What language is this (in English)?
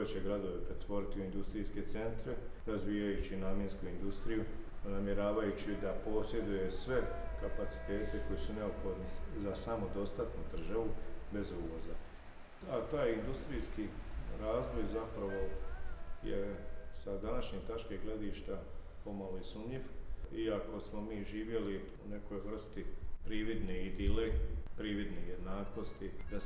Bosnian